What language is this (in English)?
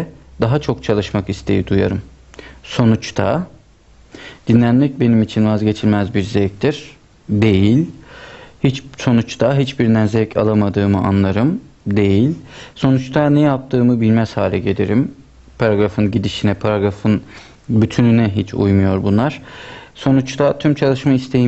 Turkish